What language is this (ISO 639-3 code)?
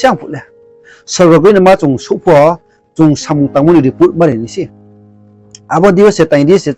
ria